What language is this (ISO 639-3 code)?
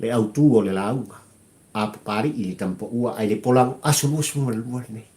smo